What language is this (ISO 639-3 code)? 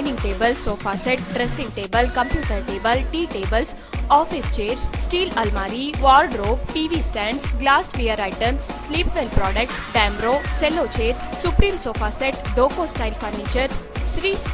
kan